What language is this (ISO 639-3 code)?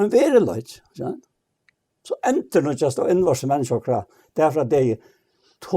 fao